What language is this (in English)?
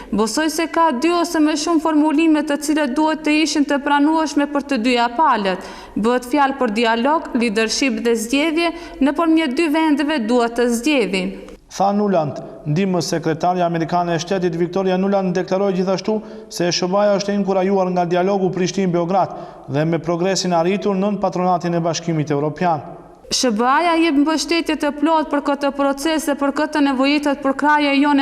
Albanian